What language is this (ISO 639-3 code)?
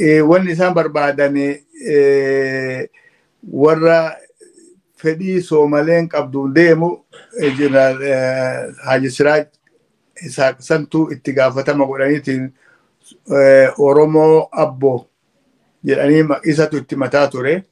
orm